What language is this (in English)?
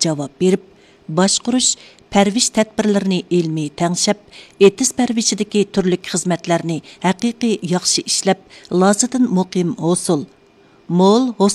Uyghur